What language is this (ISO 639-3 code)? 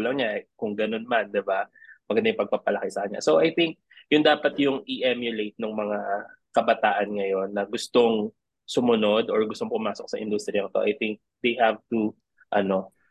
fil